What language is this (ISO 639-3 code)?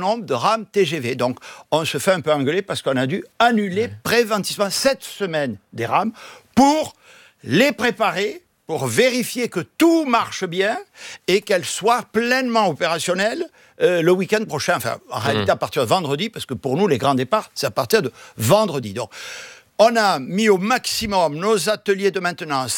fra